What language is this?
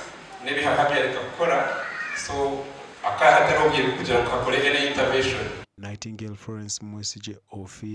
Nyankole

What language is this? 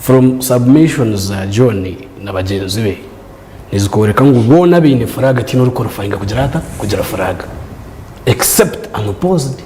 Nyankole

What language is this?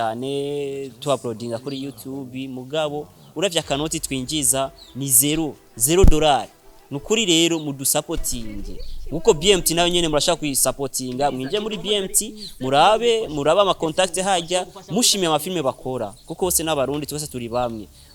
Rundi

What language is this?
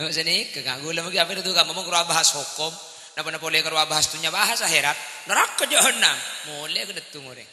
Madurese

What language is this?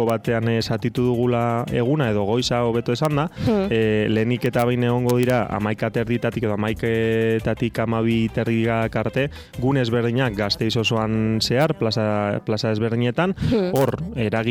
Basque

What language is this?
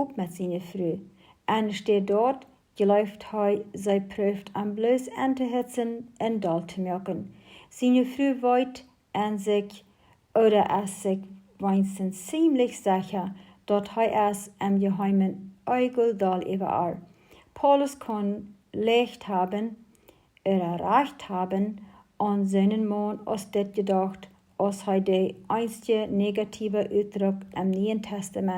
Plautdietsch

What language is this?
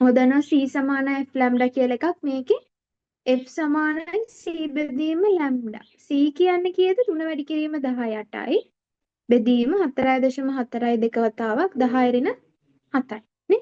Sinhala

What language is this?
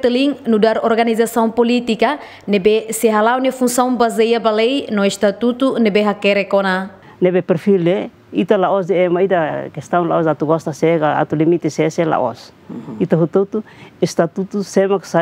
Tetum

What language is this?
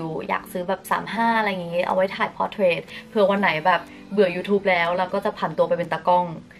Thai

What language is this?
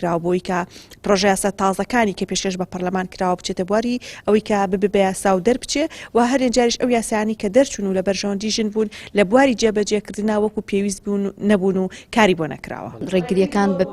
Central Kurdish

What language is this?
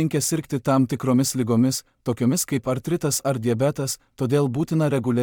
Lithuanian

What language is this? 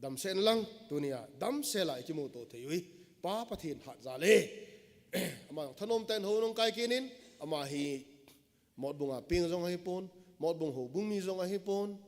Thado Chin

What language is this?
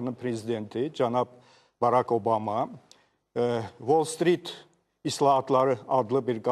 Azerbaijani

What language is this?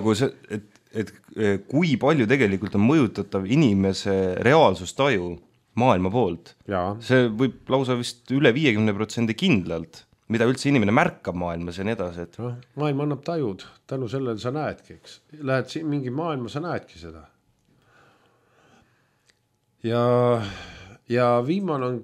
Estonian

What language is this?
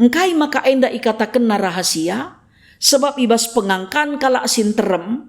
Batak Karo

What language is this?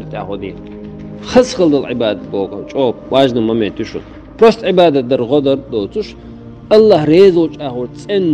Chechen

